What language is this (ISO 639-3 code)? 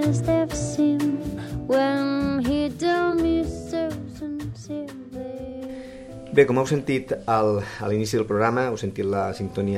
cat